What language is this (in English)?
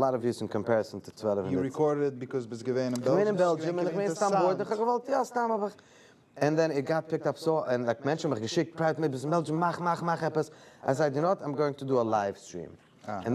Yiddish